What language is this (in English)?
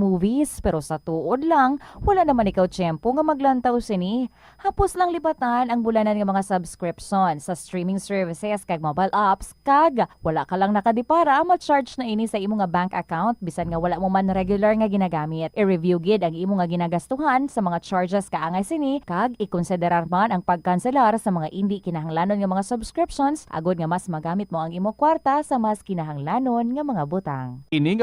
Hiligaynon